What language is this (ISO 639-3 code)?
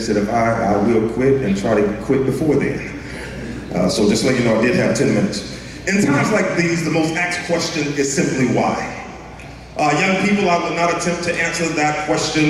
eng